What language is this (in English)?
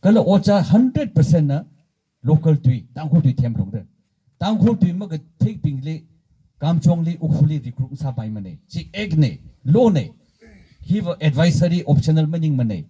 Tangkhul Naga (India)